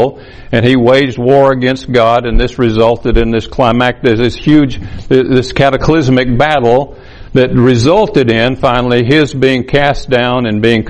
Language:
English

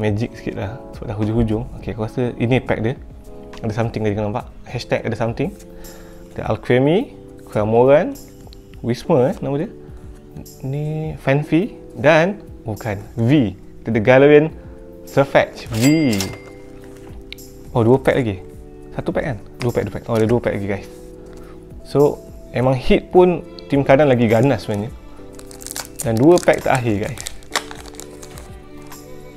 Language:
Malay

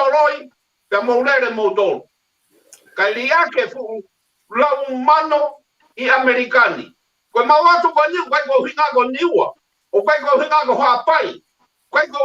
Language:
Tongan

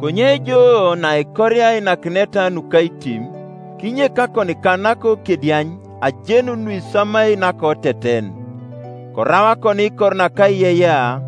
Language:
Teso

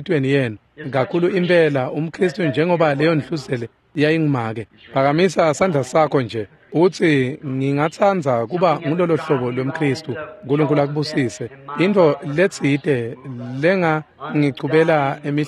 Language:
Swati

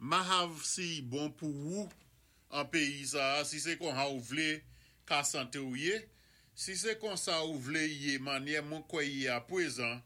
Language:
Saint Lucian Creole French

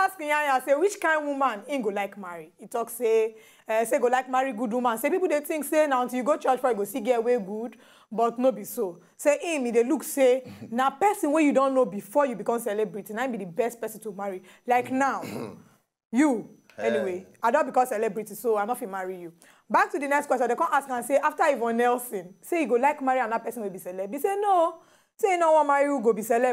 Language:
Nigerian Pidgin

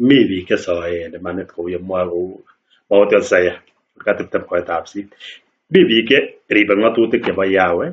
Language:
Kalenjin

